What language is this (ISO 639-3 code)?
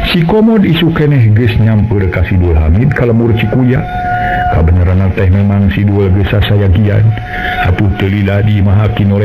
sun